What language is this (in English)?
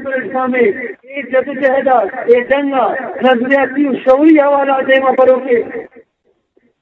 Baluchi